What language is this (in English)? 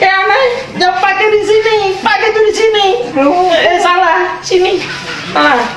Ambonese Malay